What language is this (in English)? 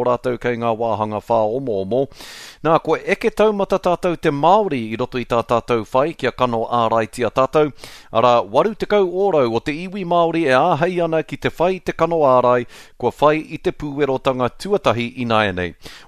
Māori